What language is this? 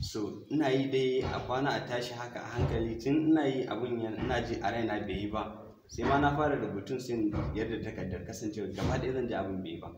Hausa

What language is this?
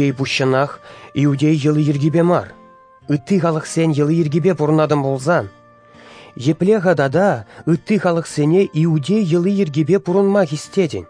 Chuvash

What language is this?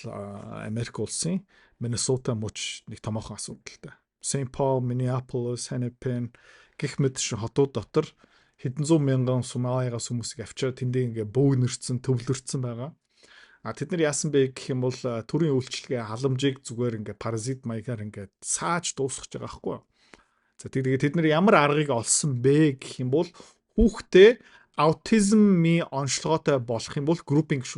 Mongolian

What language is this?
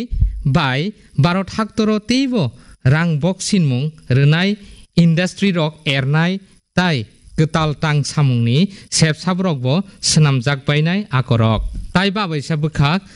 Kok Borok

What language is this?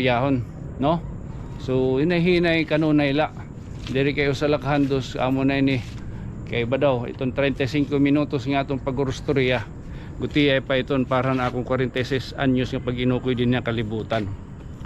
Waray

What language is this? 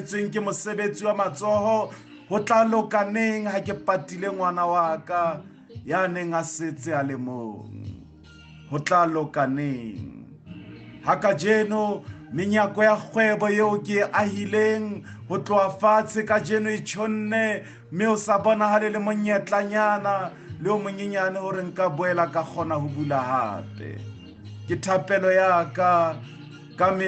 Southern Sotho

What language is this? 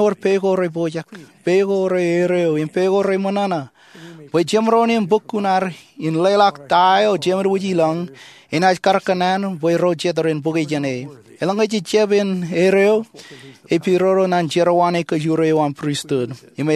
Marshallese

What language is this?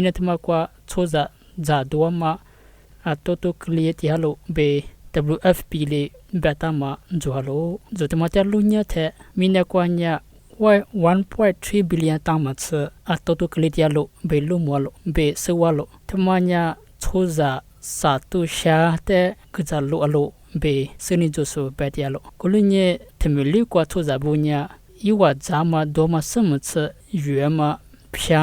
Lisu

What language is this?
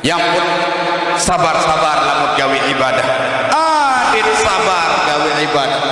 Sasak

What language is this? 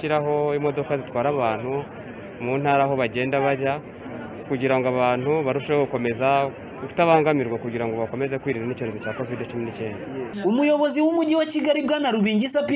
Kinyarwanda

